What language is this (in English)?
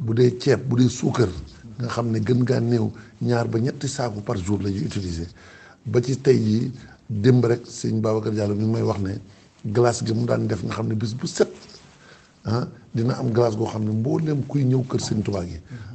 Wolof